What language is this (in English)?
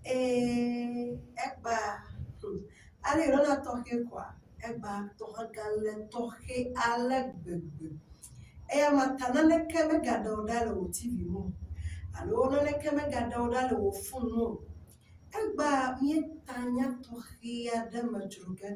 Ewe